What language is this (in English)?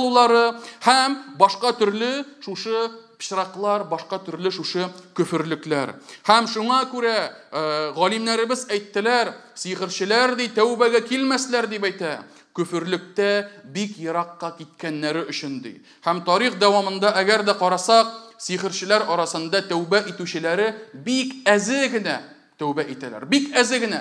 Tatar